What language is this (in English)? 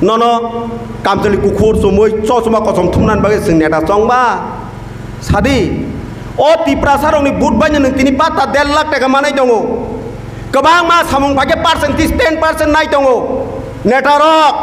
Kok Borok